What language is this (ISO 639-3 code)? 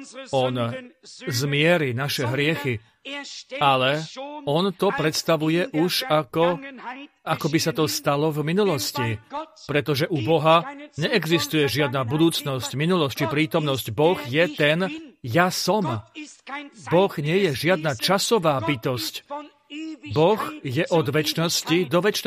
slk